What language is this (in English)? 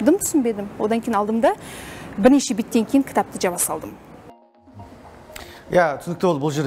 Kazakh